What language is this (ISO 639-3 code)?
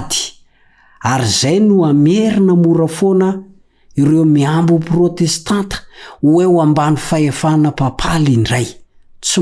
mlg